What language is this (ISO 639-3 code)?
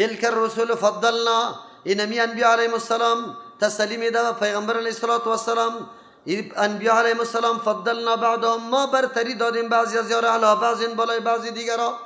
fas